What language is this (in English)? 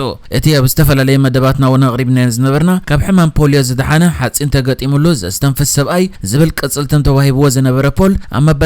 Tigrinya